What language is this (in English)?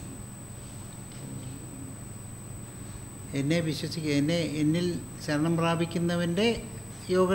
Malayalam